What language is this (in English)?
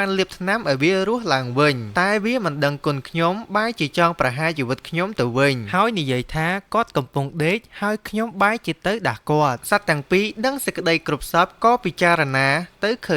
Khmer